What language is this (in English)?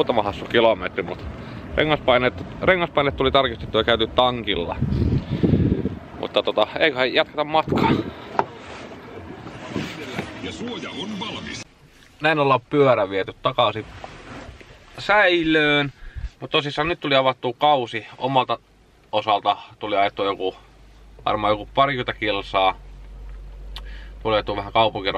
Finnish